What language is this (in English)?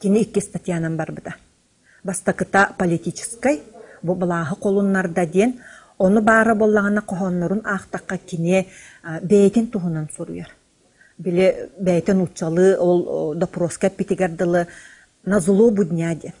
Yakut